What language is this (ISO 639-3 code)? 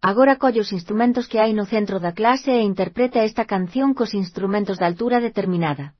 glg